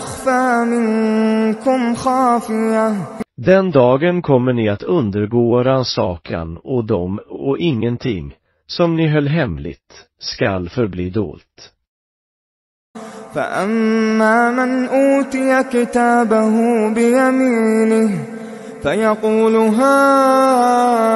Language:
Swedish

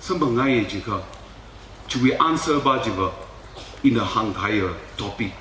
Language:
Tangkhul Naga (India)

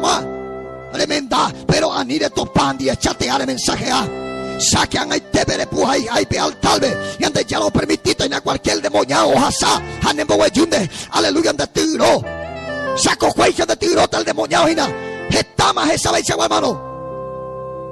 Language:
Guarani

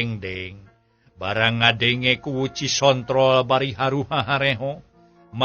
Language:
Sundanese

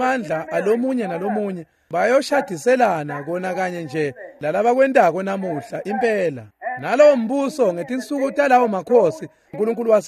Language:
Swati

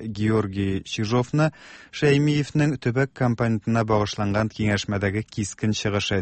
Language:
Tatar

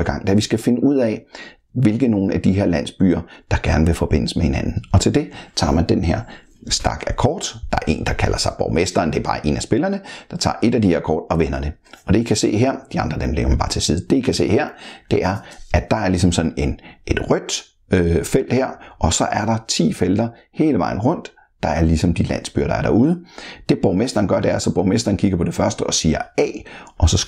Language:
Danish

